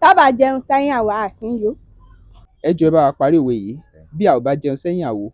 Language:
Yoruba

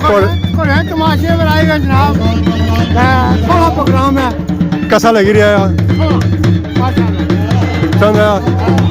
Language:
Pahari-Potwari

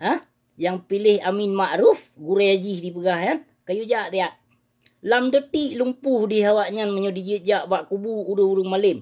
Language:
Achinese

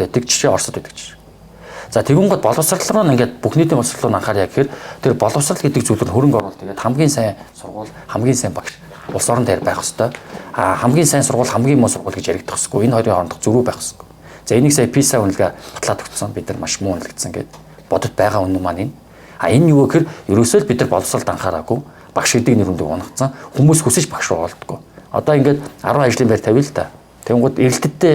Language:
Mongolian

